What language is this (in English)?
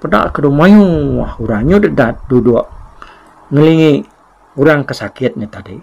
Iban